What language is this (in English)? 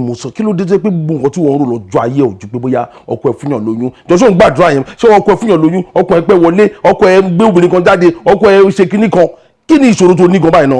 Yoruba